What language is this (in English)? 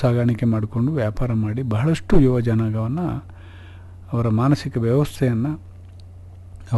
Kannada